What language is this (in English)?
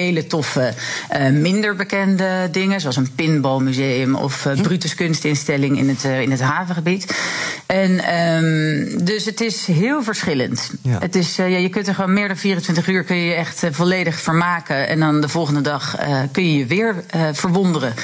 Dutch